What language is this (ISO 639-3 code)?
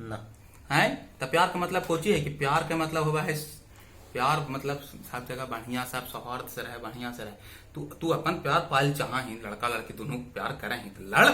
mag